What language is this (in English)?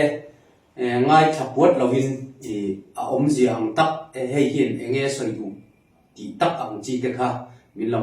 Falam Chin